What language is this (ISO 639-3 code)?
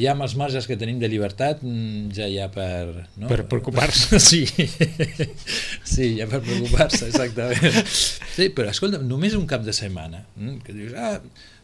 cat